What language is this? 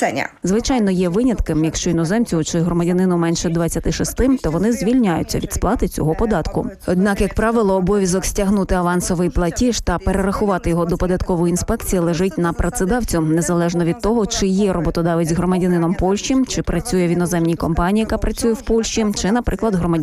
Ukrainian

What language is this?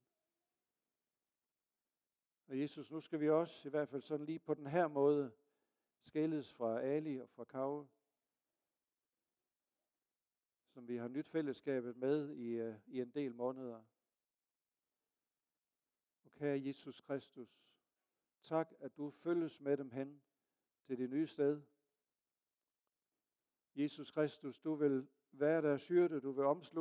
Danish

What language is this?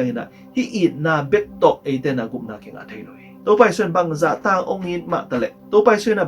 Tedim Chin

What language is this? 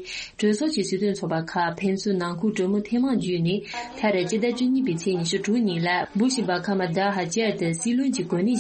Tibetan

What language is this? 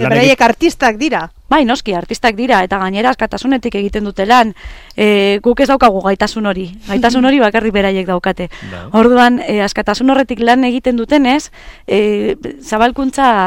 Basque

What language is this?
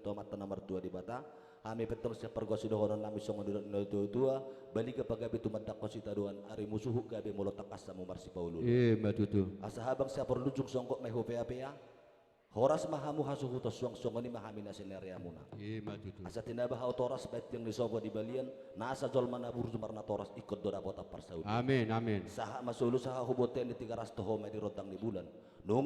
Batak Toba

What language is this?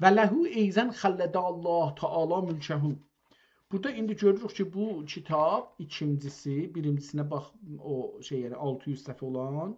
South Azerbaijani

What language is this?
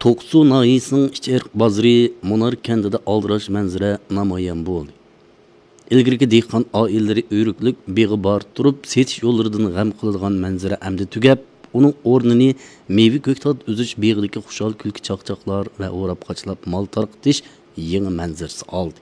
Uyghur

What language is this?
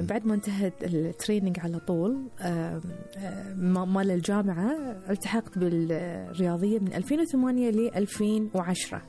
Gulf Arabic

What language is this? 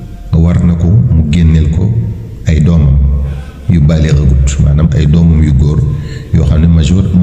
Wolof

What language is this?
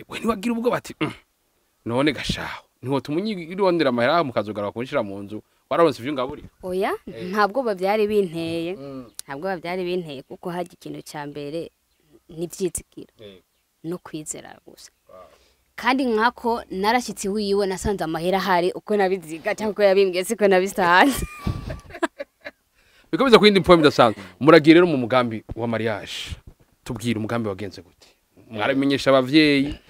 Rundi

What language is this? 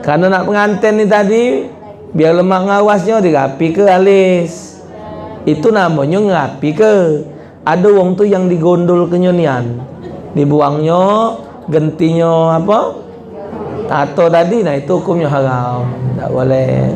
Musi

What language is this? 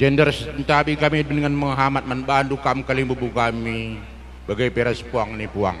Batak Karo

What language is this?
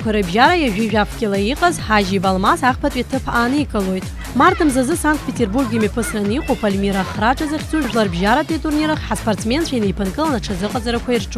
Abkhazian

